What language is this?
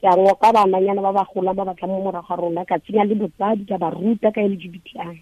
Tswana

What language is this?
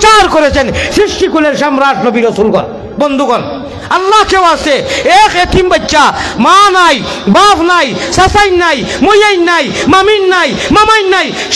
Sylheti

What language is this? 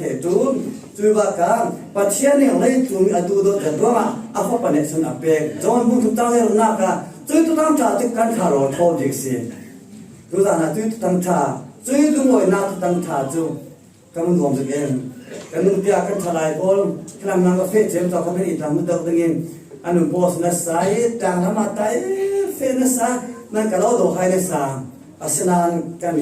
Falam Chin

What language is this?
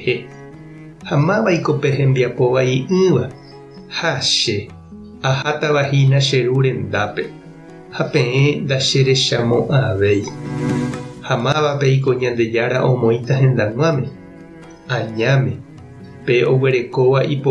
Guarani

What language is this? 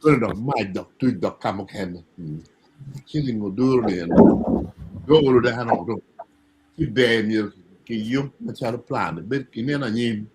Acoli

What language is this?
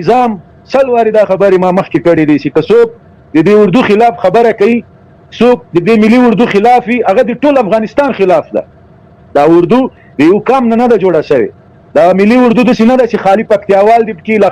Pashto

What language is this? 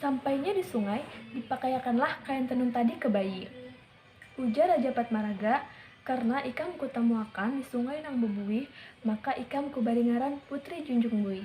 Banjar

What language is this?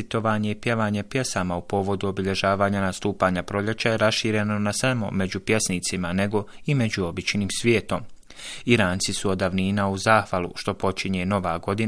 Bosnian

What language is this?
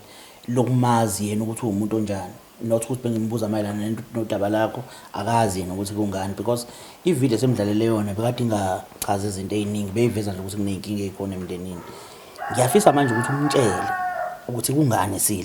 Zulu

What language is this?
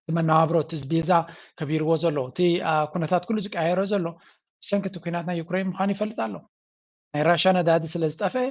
Tigrinya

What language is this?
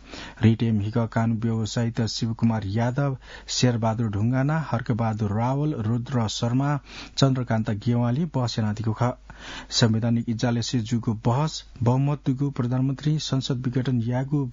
Newari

